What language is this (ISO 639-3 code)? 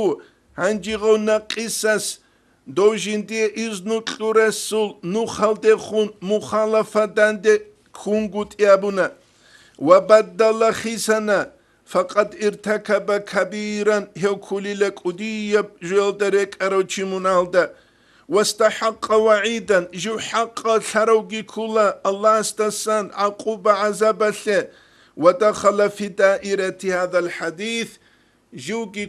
ava